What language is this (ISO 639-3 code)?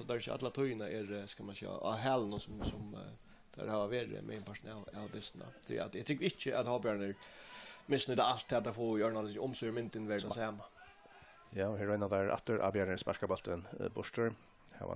fao